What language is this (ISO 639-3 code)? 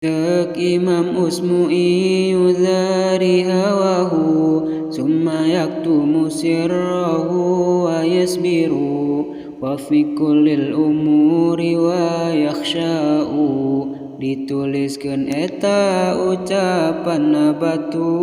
sun